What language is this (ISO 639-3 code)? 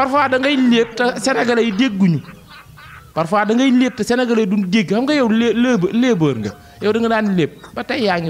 wol